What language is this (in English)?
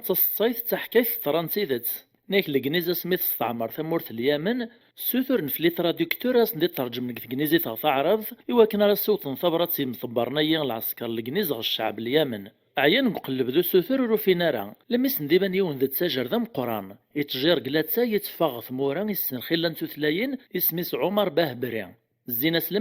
Kabyle